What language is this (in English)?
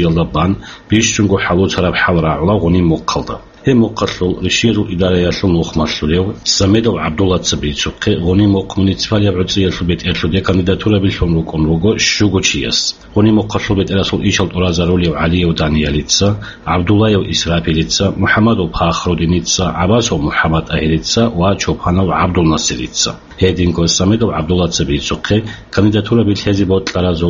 Avaric